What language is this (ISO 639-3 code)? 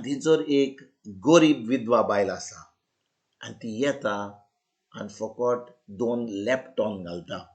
kok